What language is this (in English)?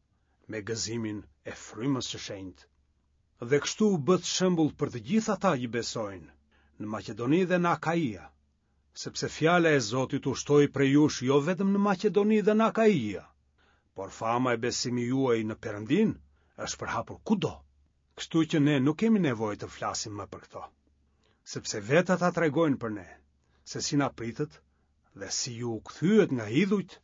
Albanian